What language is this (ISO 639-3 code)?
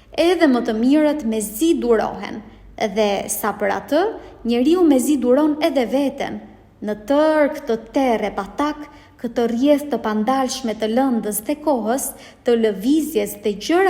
sqi